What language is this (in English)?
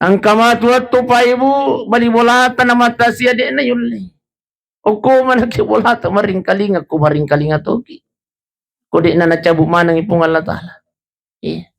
Buginese